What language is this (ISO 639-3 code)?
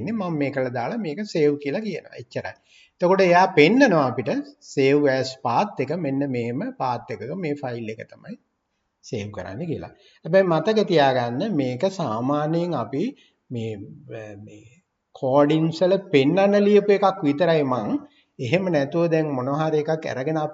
sin